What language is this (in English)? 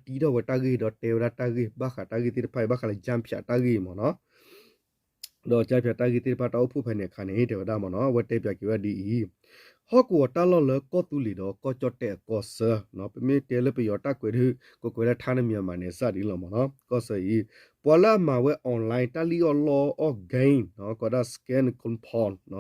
S'gaw Karen